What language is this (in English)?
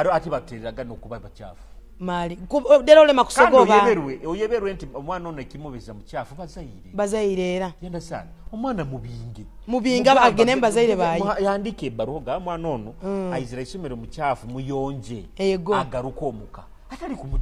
Nyoro